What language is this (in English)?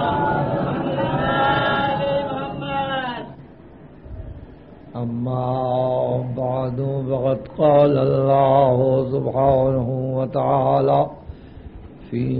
Urdu